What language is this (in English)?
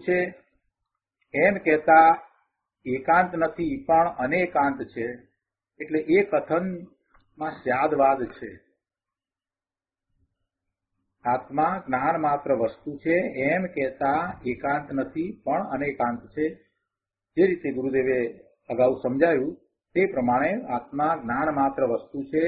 Gujarati